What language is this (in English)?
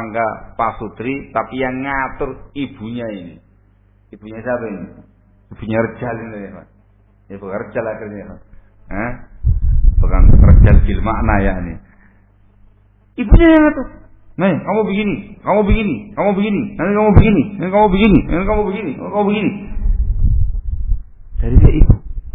Indonesian